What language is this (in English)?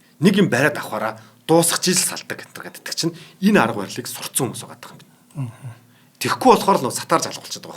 Mongolian